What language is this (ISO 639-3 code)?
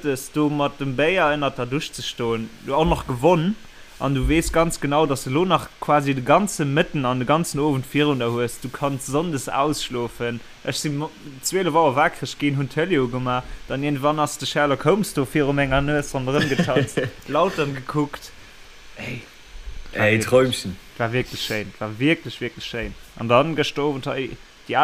ltz